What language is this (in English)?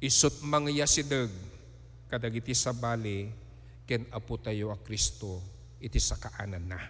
Iloko